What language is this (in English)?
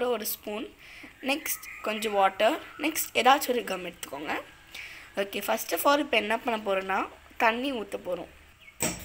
Tamil